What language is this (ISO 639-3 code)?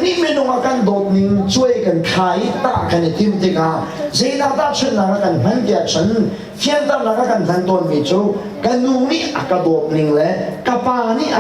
cnh